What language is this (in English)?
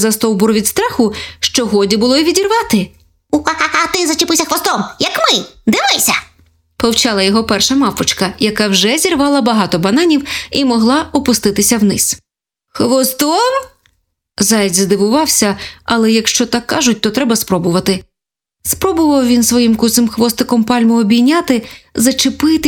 Ukrainian